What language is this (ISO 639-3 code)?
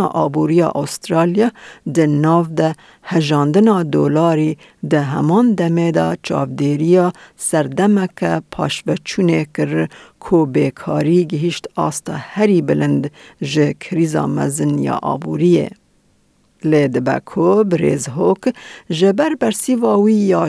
kur